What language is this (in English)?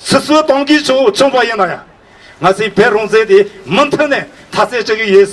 Tibetan